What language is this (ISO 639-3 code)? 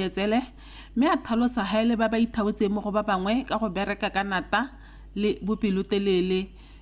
tsn